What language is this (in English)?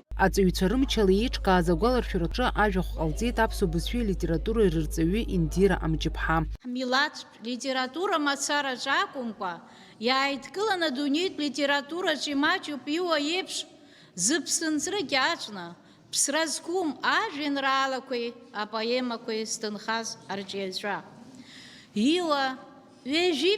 Abkhazian